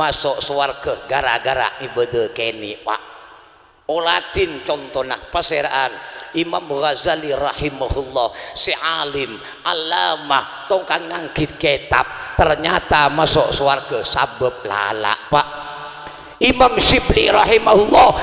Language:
Madurese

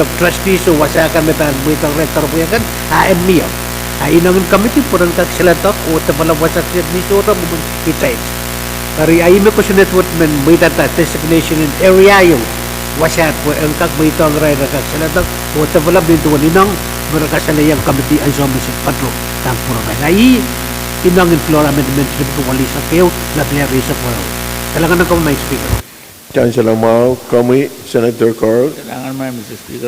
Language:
Pohnpeian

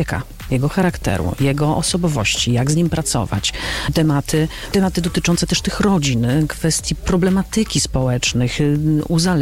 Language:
Polish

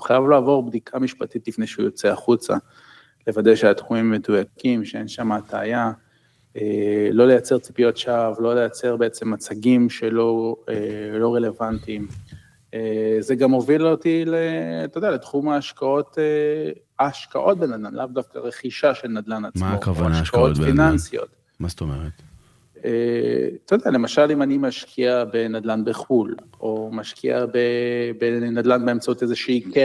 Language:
Hebrew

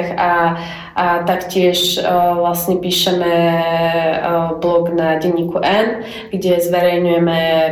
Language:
Slovak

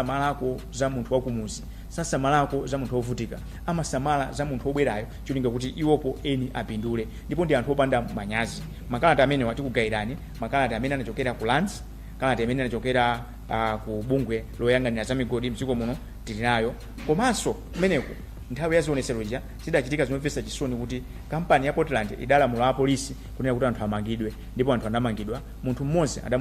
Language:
Nyanja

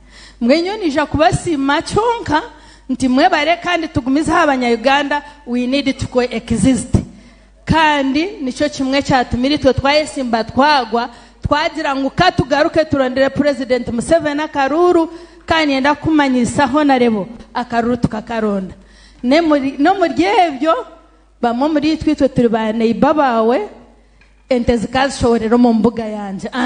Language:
Nyankole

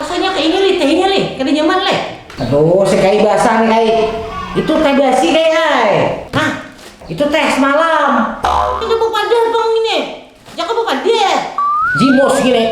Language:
Banjar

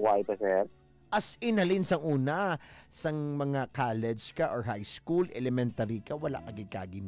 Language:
Hiligaynon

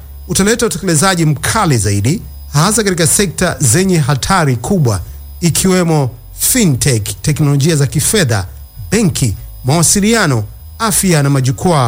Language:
Swahili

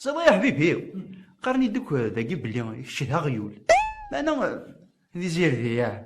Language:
Kabyle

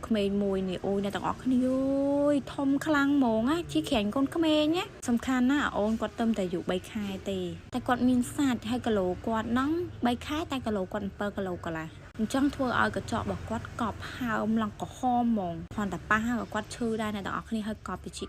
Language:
Khmer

